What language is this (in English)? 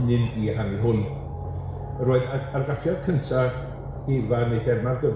Welsh